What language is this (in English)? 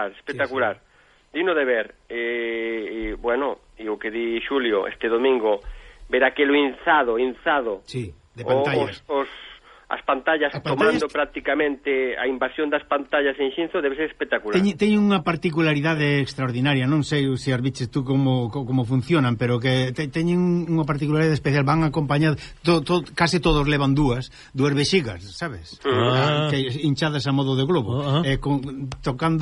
Galician